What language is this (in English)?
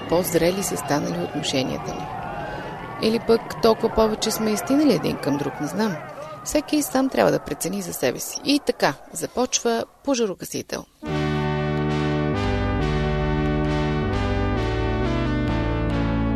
Bulgarian